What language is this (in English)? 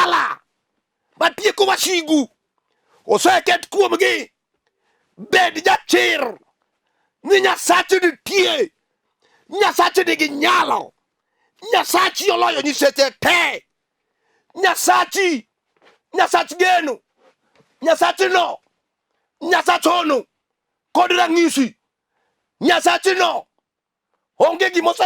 Luo (Kenya and Tanzania)